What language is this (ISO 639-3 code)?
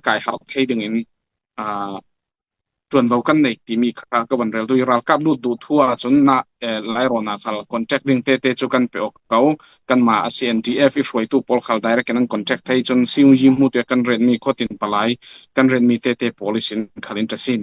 cfm